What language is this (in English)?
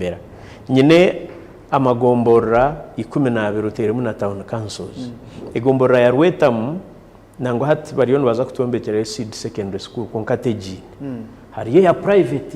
Nyankole